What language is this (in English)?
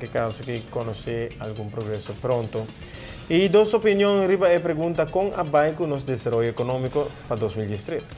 Papiamento